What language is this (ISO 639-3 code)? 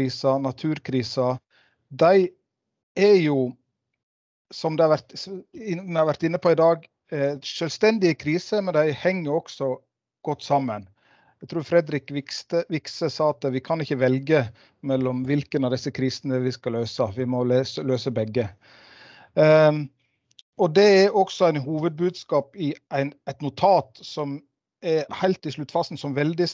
nor